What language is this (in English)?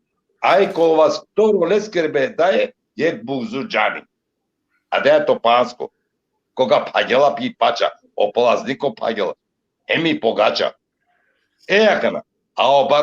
Balkan Romani